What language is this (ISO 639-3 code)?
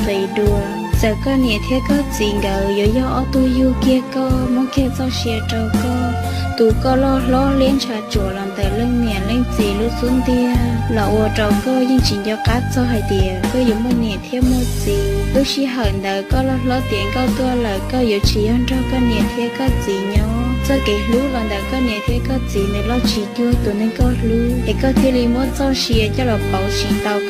hmn